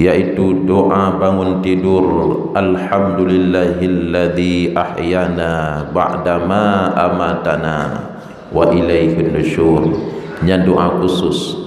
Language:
Achinese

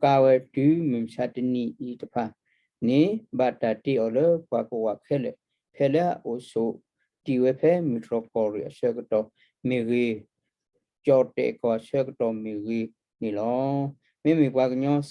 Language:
S'gaw Karen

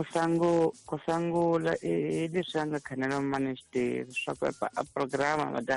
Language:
Tsonga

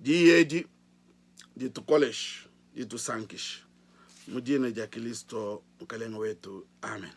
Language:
Luba-Lulua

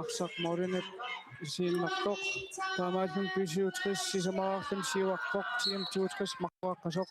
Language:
Kalaallisut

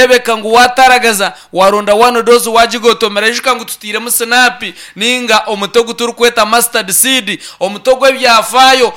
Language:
Nyankole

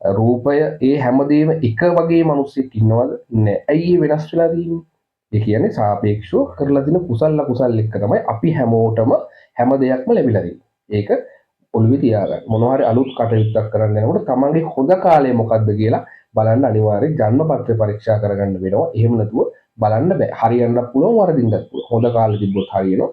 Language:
Sinhala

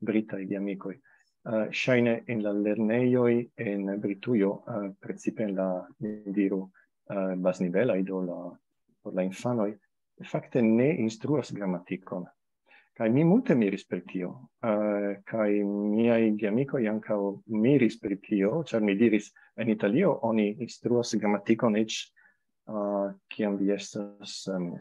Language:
Esperanto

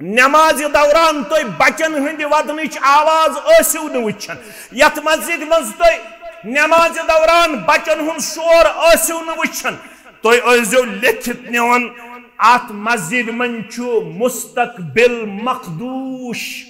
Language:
Kashmiri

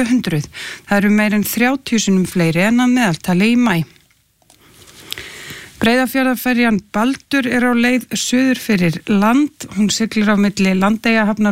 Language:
Icelandic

